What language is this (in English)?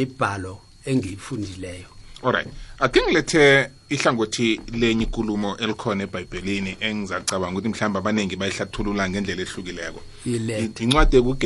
South Ndebele